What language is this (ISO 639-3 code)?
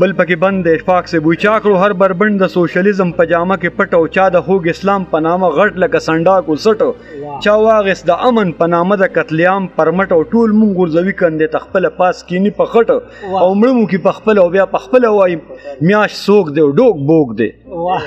pus